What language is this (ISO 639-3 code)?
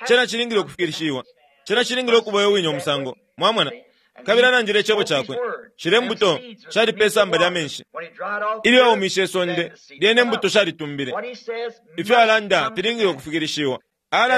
bem